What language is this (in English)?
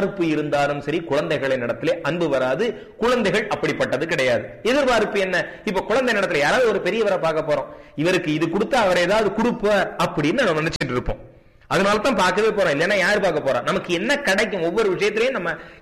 Tamil